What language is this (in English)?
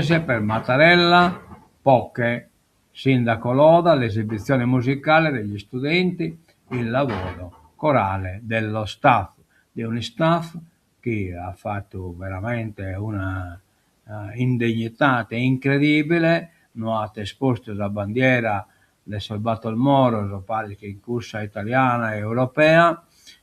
Sardinian